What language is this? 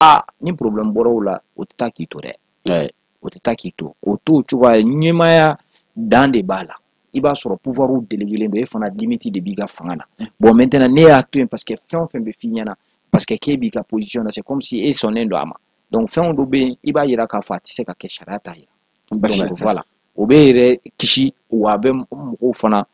Bambara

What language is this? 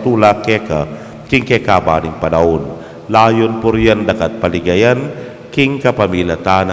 Pampanga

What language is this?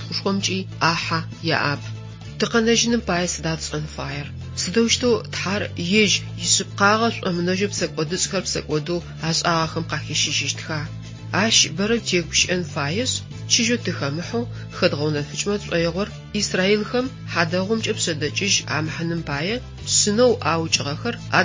Adyghe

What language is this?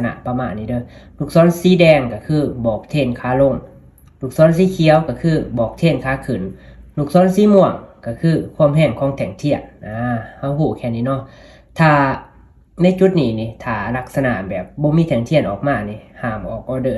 Lao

